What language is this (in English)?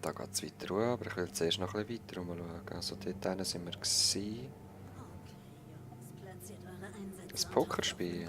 Swiss German